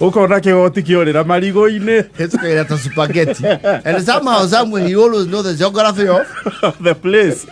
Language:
Kikuyu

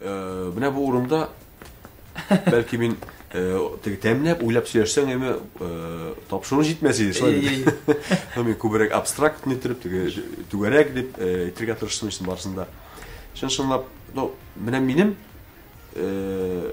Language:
Tatar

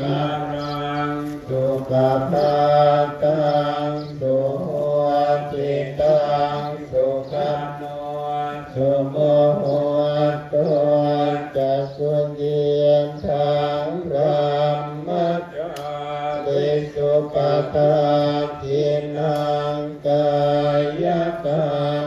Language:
Pali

